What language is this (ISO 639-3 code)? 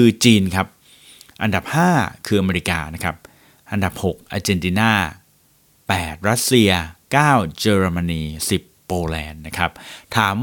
tha